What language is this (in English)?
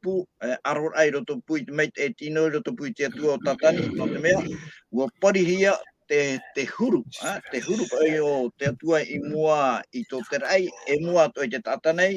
Tahitian